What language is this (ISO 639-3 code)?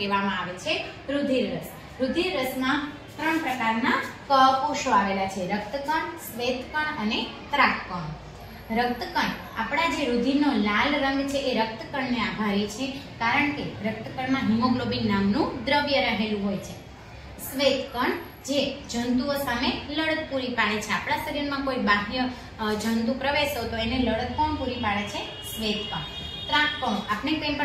guj